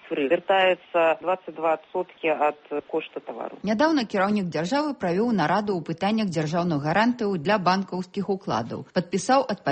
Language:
Belarusian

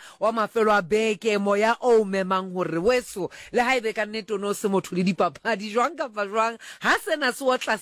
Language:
Tswana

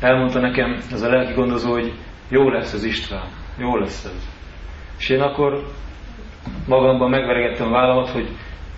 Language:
Hungarian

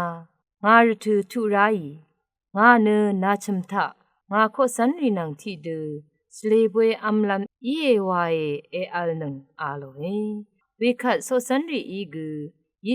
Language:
Rawang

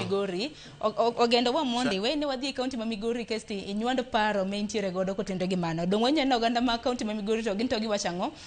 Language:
Luo (Kenya and Tanzania)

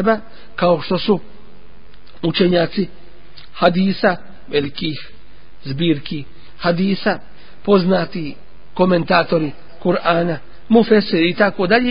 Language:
Bosnian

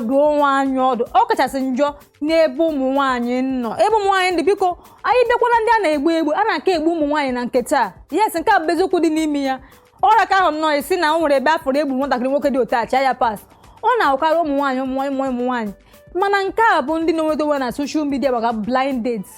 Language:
Igbo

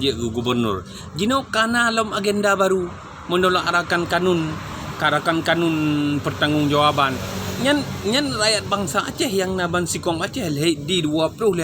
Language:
Achinese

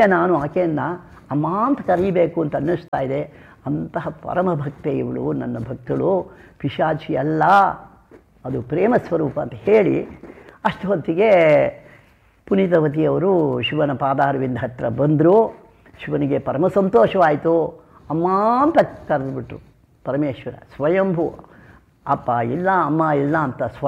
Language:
Kannada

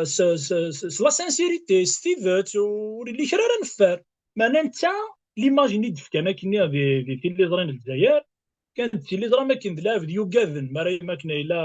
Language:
Kabyle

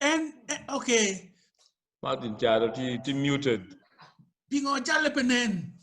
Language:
Acoli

